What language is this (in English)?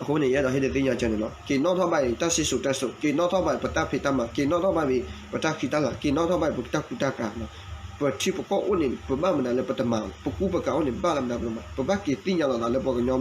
S'gaw Karen